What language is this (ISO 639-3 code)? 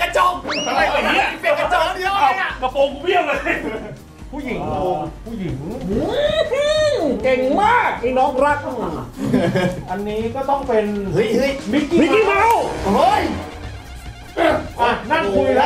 tha